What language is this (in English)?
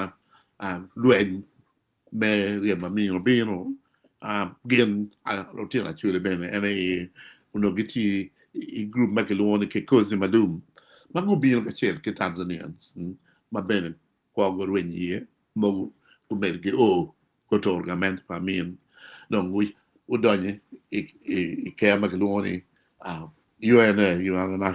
Acoli